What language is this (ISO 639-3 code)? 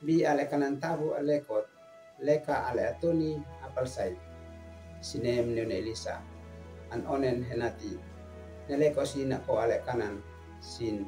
aoz